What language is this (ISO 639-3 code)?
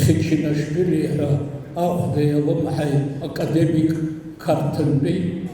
abk